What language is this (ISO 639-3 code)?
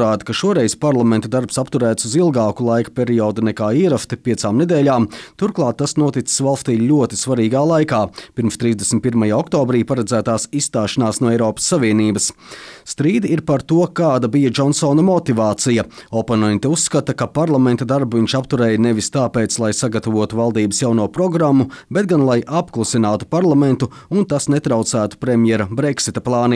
lav